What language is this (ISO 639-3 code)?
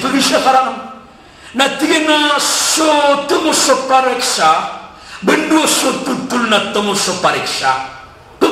mrw